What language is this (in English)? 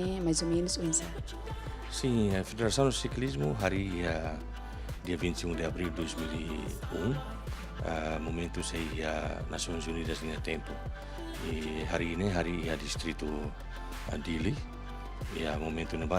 Tetum